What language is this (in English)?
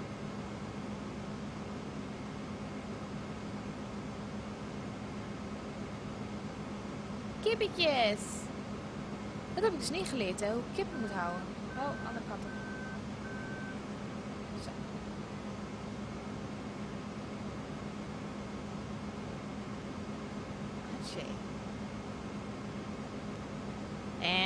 Dutch